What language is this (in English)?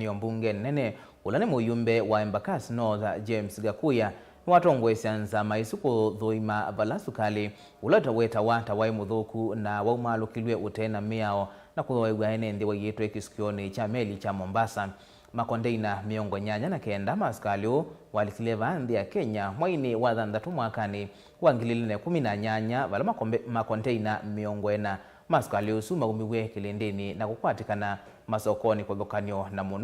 Kamba